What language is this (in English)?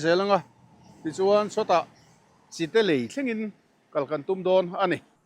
Mizo